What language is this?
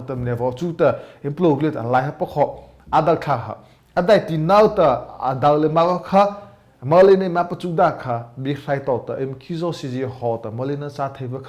Mara Chin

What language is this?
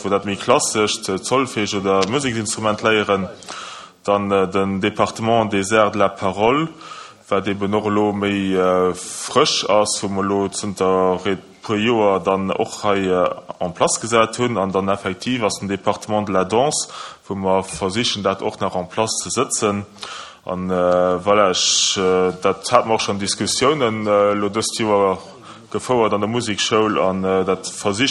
Luxembourgish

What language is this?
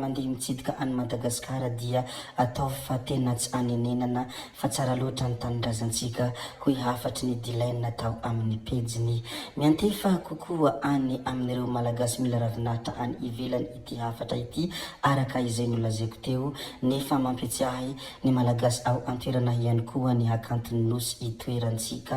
Malagasy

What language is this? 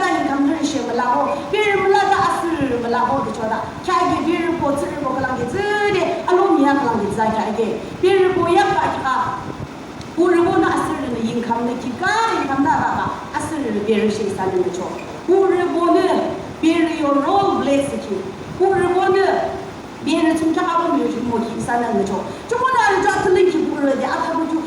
Yimchungru Naga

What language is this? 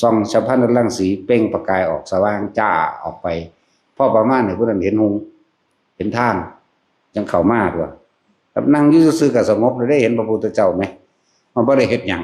Northeastern Thai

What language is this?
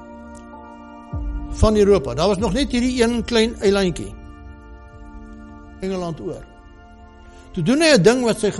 Afrikaans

